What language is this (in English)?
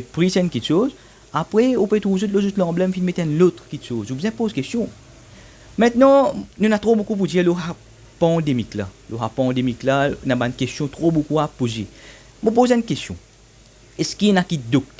Morisyen